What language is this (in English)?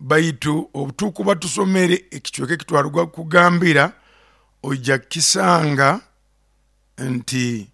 Nyoro